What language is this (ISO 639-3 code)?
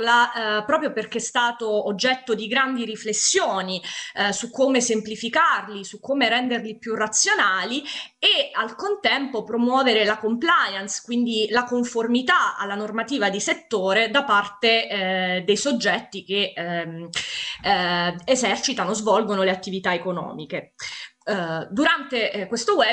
ita